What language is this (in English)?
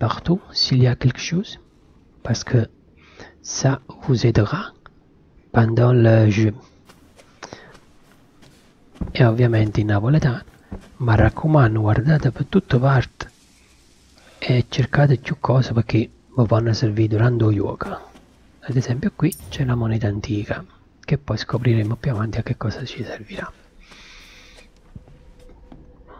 Italian